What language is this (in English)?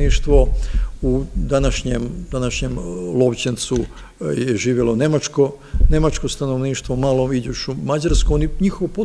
Serbian